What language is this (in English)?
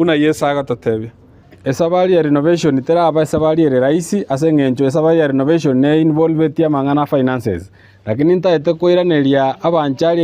Gusii